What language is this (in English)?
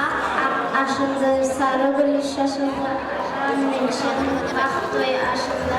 Kara-Kalpak